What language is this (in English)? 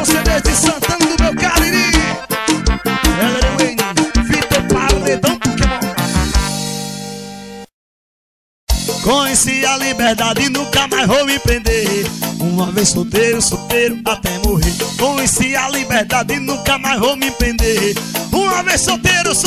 Portuguese